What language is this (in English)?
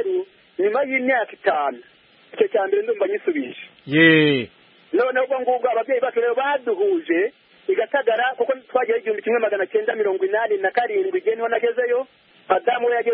Kinyarwanda